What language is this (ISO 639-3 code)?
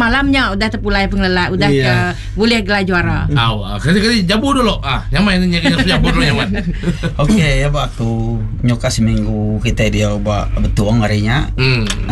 iba